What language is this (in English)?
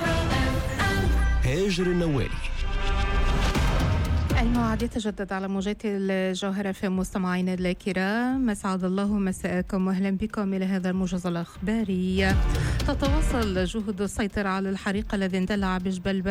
Tunisian Arabic